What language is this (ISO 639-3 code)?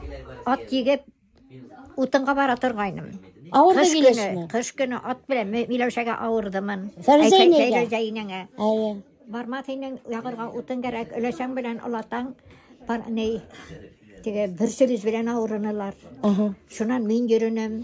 bak